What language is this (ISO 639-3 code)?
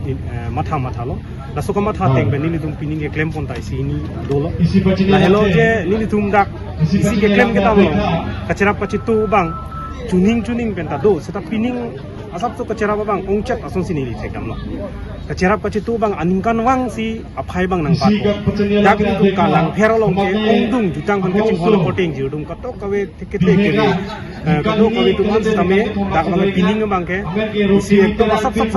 mjw